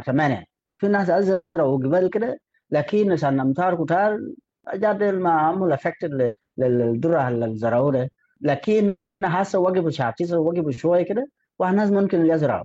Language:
Sudanese Arabic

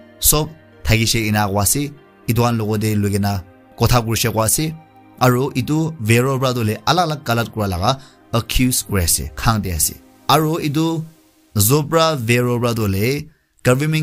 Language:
Naga Pidgin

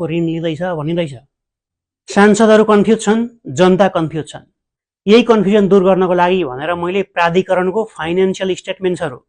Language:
Nepali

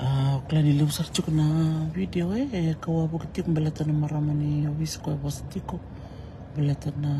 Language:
Fijian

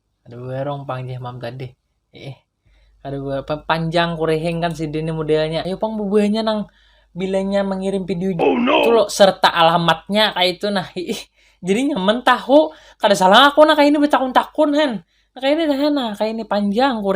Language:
Banjar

